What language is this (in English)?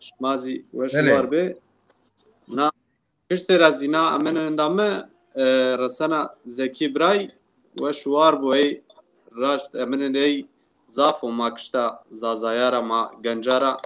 Zaza